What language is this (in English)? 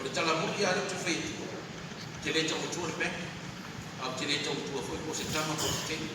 Samoan